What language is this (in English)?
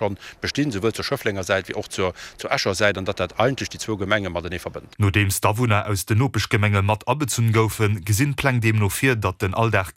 Luxembourgish